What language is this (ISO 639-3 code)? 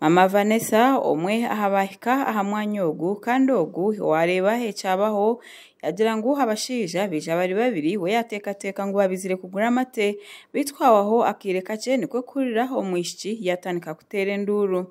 nyn